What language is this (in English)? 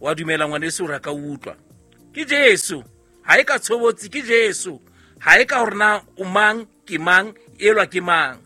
Southern Sotho